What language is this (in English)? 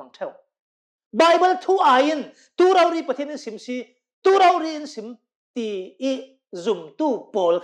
Hakha Chin